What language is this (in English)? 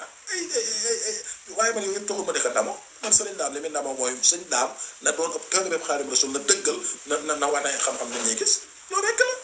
Wolof